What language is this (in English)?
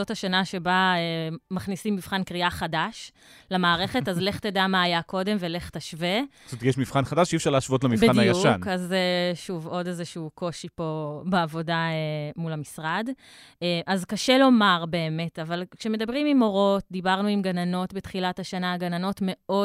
Hebrew